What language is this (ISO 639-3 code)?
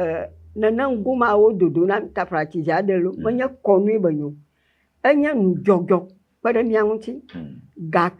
ewe